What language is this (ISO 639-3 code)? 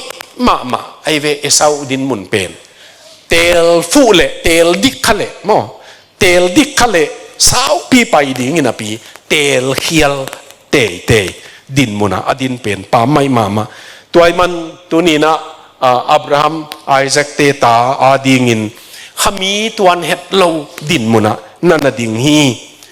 ctd